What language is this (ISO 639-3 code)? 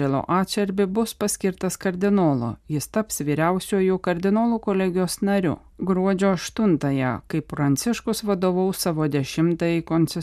lit